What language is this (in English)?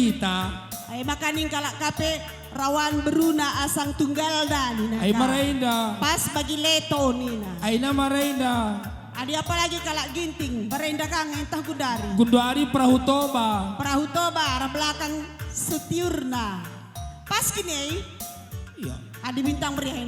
Batak Karo